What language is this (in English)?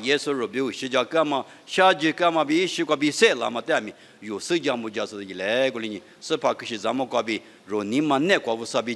Lisu